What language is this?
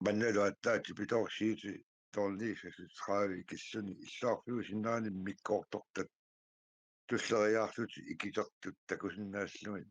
Kalaallisut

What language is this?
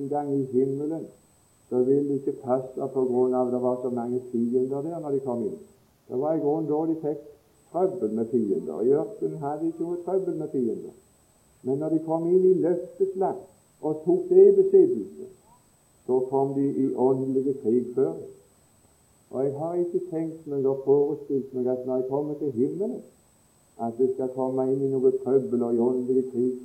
Norwegian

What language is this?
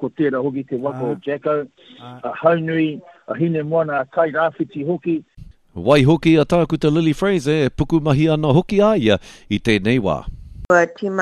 Māori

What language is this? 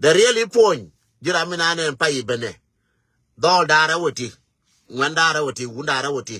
Nuer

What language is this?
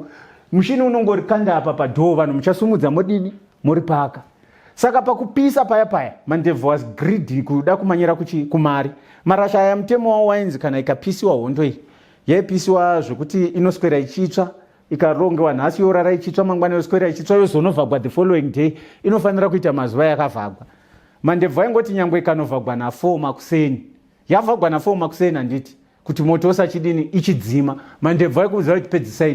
Shona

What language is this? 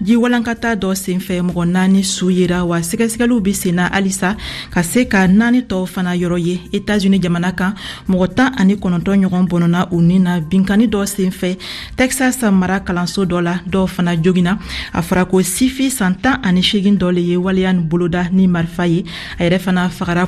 Bambara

